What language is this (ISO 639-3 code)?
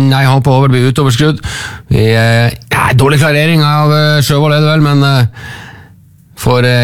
nor